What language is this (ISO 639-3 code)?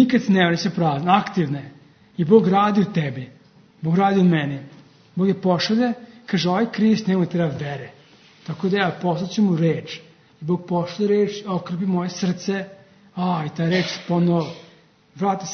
srp